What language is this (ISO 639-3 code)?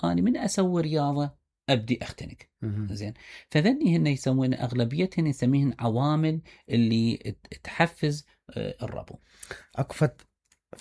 acm